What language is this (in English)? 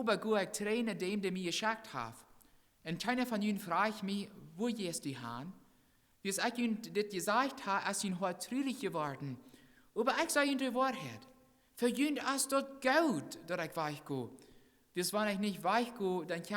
Plautdietsch